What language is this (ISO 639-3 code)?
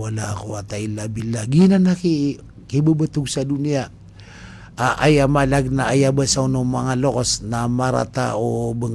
mrw